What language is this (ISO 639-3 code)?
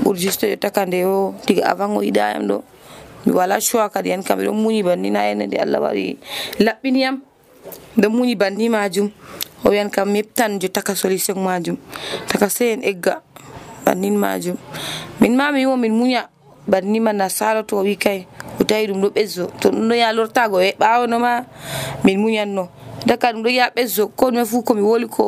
fuv